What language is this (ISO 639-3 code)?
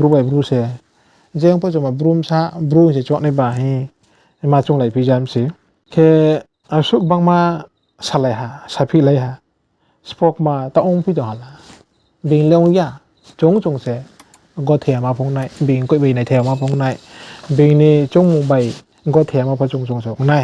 ria